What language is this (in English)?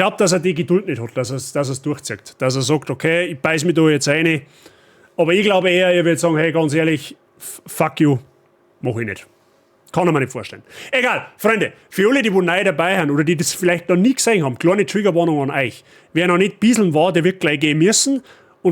Bavarian